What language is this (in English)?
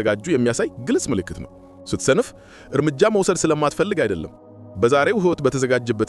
Amharic